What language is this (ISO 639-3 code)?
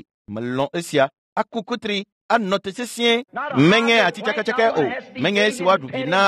ewe